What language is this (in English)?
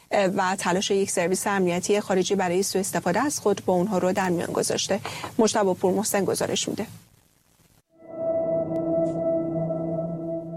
Persian